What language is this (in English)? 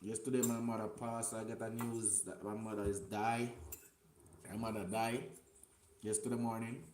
Jamaican Creole English